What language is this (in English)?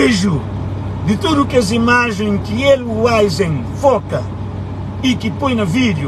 Kabuverdianu